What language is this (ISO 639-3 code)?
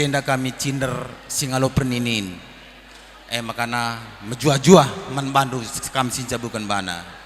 btx